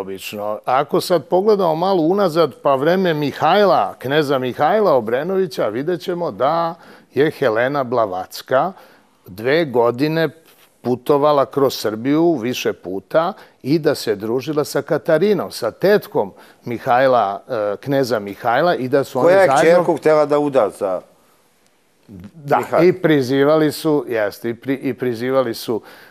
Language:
Serbian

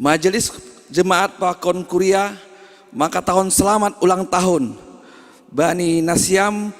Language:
Batak Simalungun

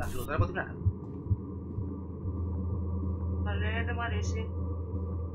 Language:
Greek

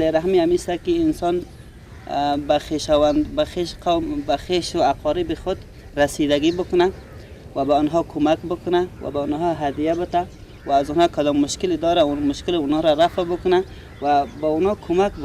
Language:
Persian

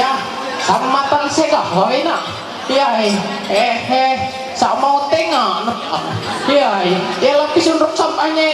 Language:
Ma'anyan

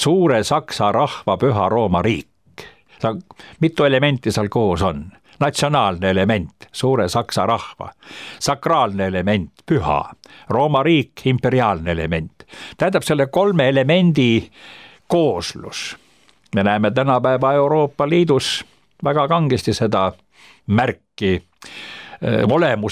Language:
Estonian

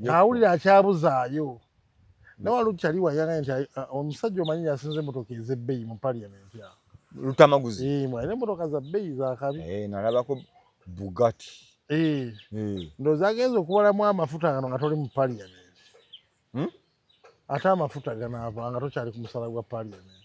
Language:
Ganda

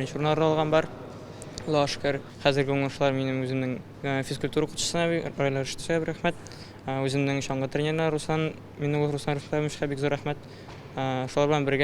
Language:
Tatar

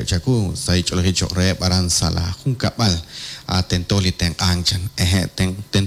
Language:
Kekchí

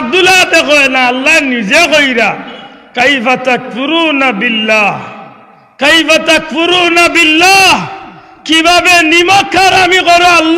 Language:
Sylheti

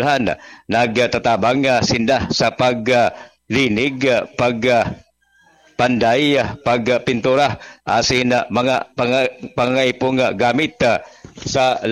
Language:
Bikol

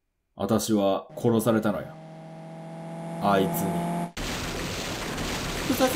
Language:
Japanese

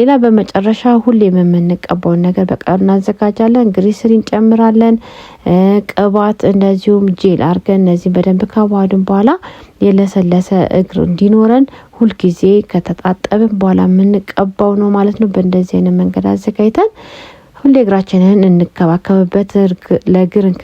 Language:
Amharic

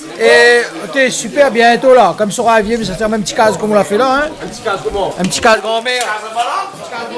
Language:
Réunion Creole French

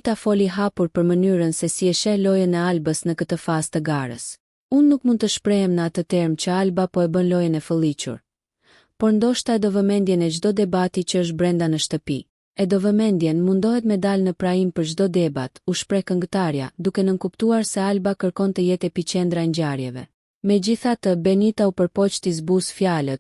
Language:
Albanian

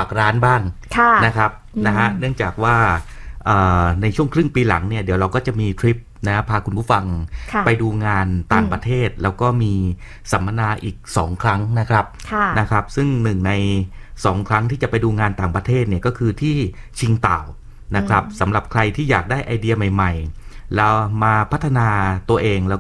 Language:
Thai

